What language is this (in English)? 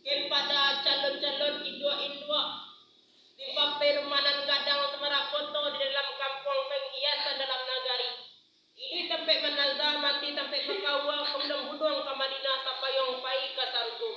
Minangkabau